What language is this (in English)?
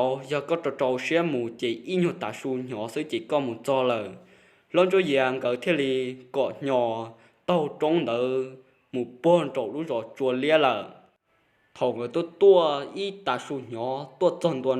Hmong